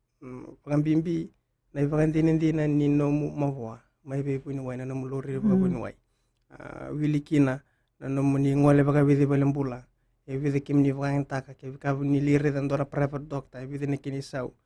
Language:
Fijian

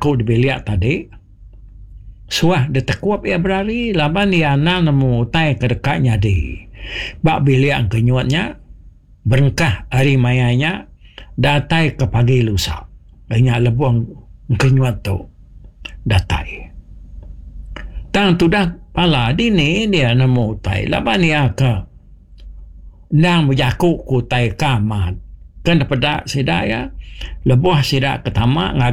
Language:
Iban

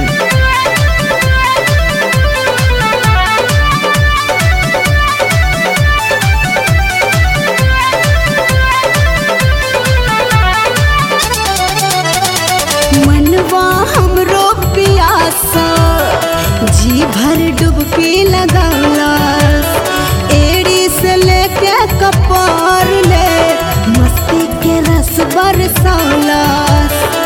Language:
Bhojpuri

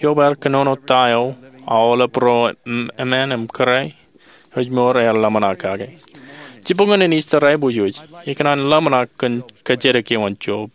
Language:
Marshallese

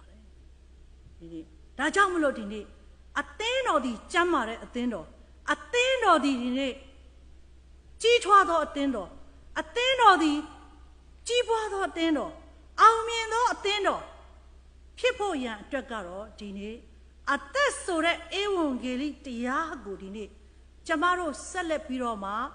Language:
Burmese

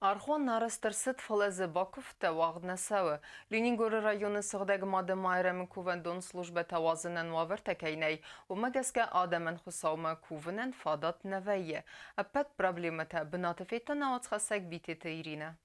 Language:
Ossetic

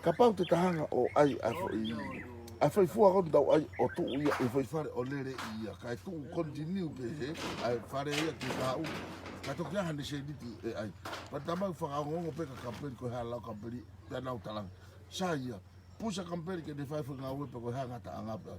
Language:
Tongan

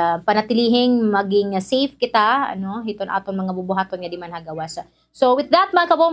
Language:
Waray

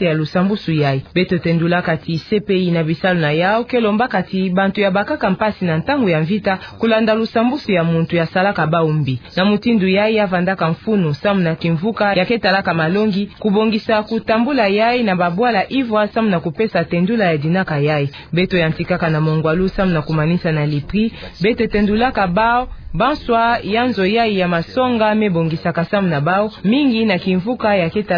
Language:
Kituba (Democratic Republic of Congo)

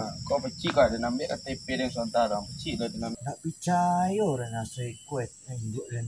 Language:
Minangkabau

